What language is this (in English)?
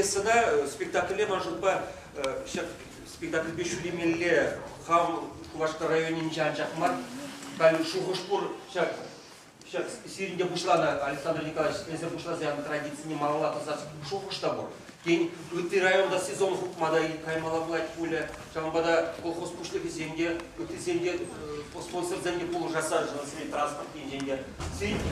Chuvash